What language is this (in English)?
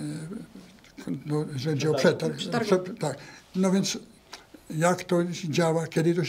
Polish